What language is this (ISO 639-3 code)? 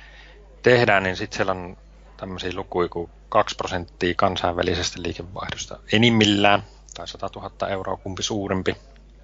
fin